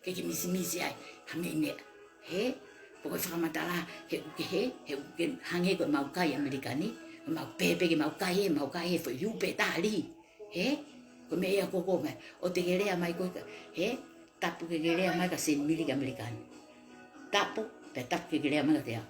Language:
Tongan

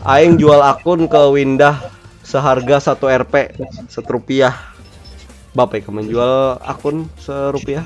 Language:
Banjar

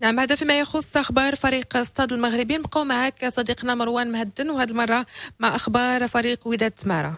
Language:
Moroccan Arabic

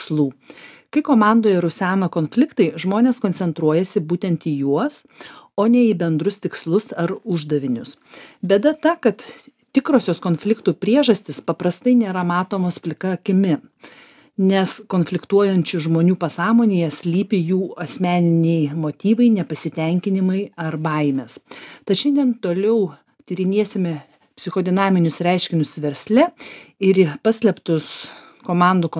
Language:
Lithuanian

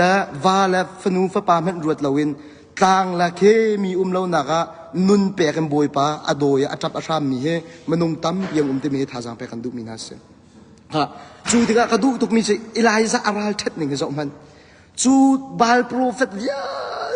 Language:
Hakha Chin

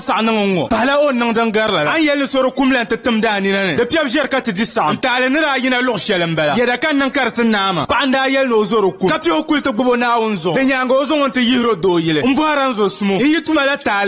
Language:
Dagbani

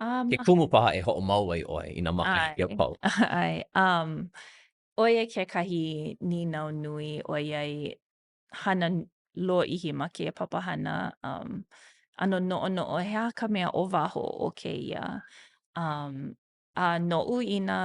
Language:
Hawaiian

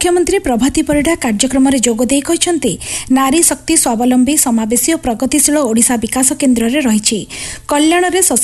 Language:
Odia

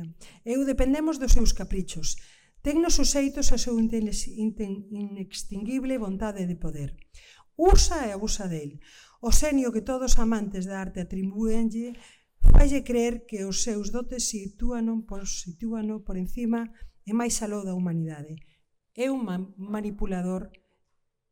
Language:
Galician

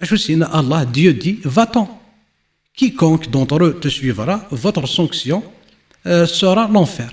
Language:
Kabyle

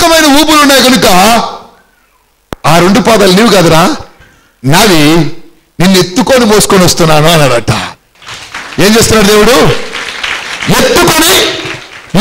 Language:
Telugu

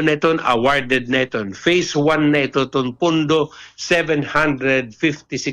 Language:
Waray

